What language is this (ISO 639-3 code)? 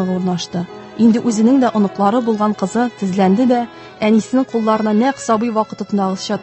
tat